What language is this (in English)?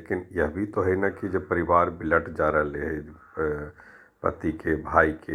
Magahi